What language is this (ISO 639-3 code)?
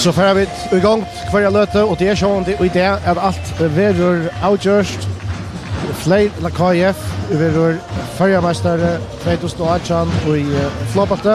fao